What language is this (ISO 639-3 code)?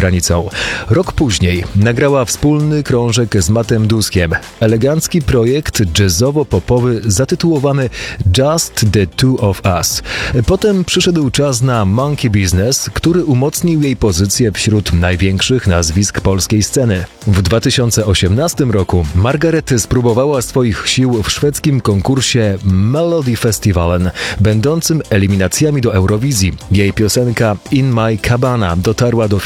pol